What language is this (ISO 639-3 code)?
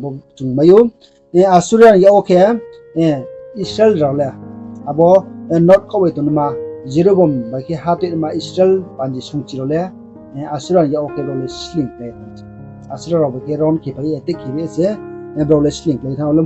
ria